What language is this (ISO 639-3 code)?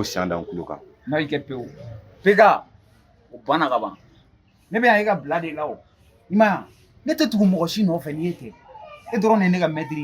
bam